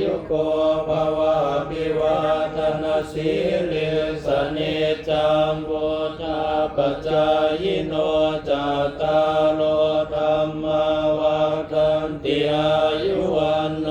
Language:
Pali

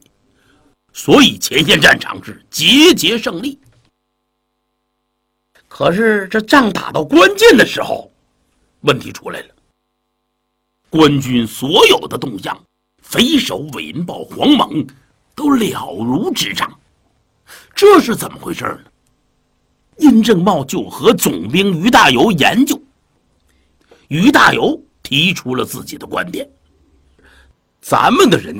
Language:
Chinese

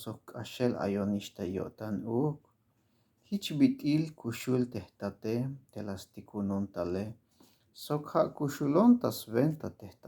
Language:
Tzeltal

